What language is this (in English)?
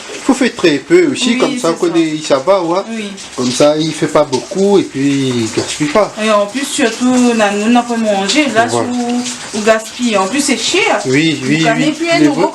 Réunion Creole French